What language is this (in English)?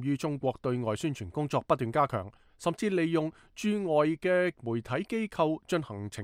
Cantonese